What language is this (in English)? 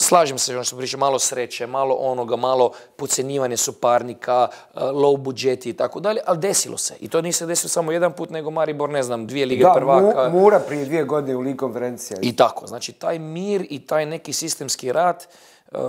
Bosnian